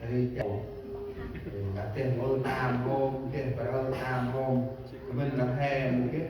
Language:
Central Mnong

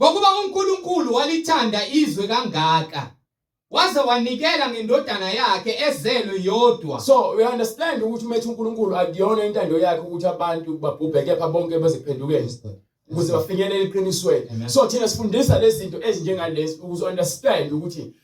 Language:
Zulu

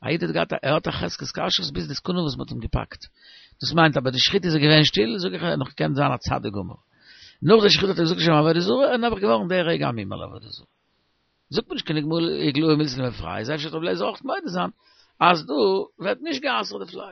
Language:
Yiddish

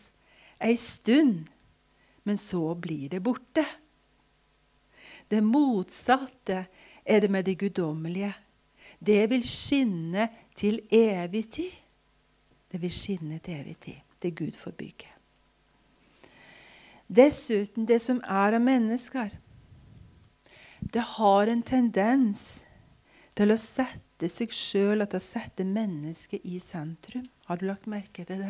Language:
Norwegian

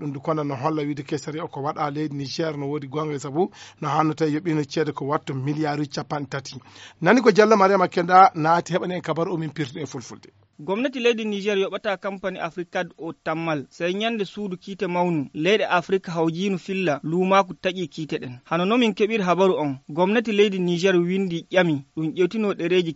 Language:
Fula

